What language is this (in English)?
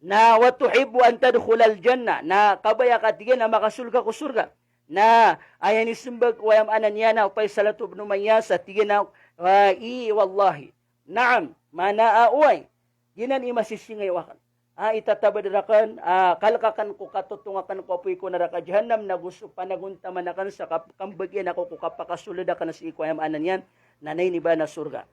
Maranao